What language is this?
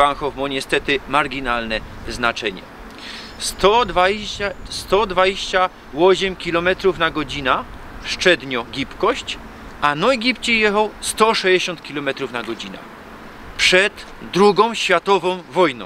Silesian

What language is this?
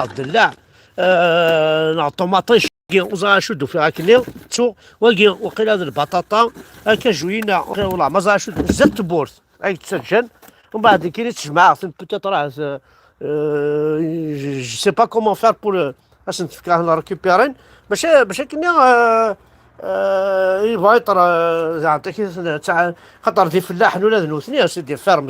Kabyle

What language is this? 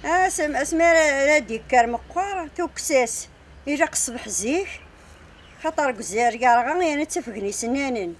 Kabyle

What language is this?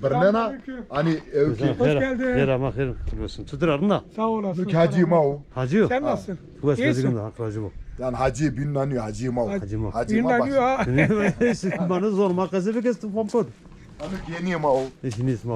Zaza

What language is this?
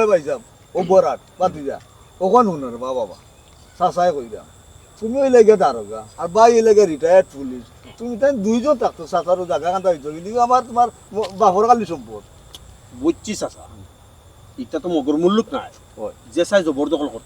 Sylheti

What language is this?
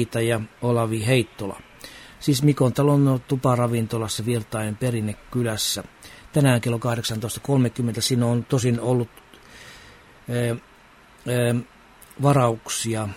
Finnish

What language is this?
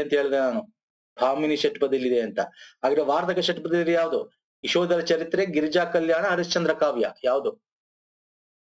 Kannada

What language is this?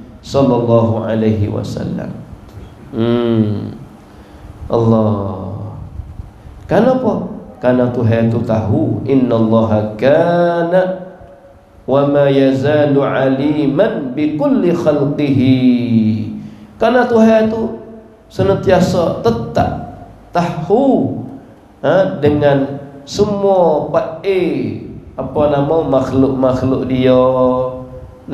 Malay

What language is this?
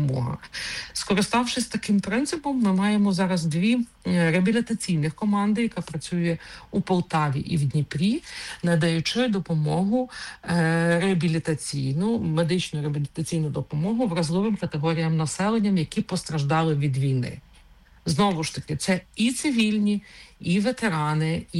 Ukrainian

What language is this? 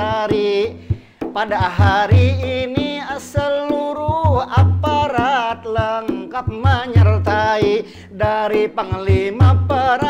Banjar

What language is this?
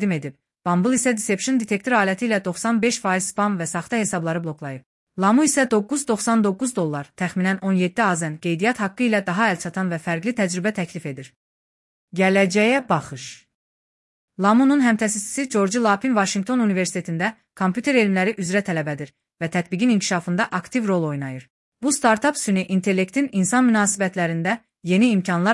Azerbaijani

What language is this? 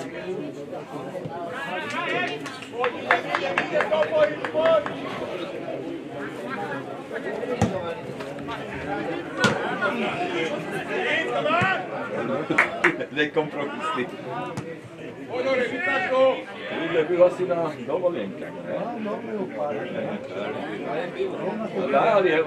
Slovak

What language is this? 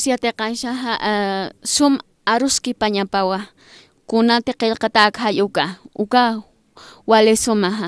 Aymara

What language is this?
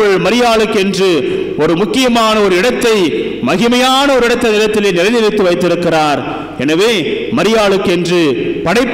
Tamil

